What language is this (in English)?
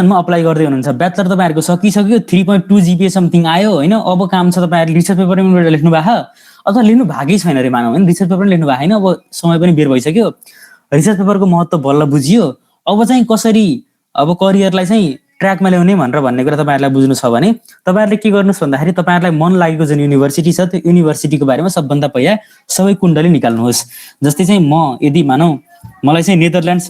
Nepali